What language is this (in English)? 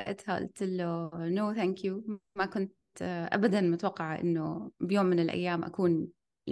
North Levantine Arabic